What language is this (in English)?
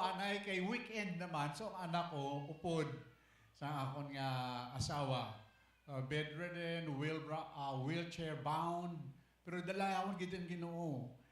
Hiligaynon